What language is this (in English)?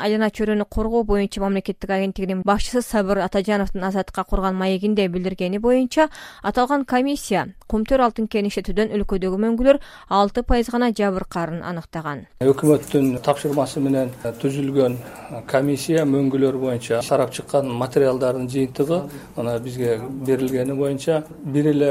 Kyrgyz